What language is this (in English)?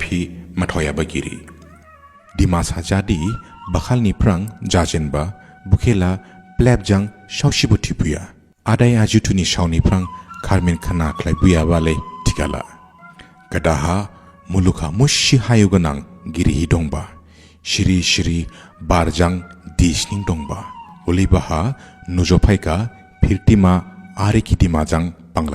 Dimasa